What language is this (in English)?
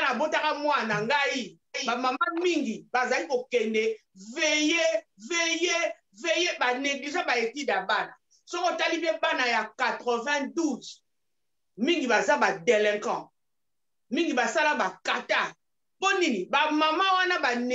Lingala